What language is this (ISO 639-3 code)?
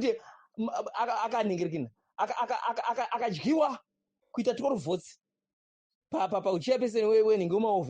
sna